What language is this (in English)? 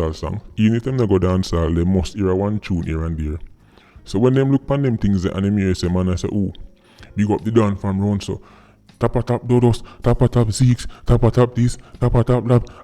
Jamaican Creole English